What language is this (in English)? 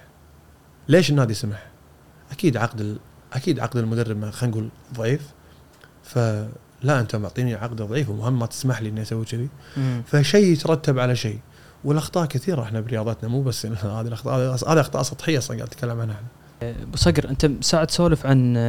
Gulf Arabic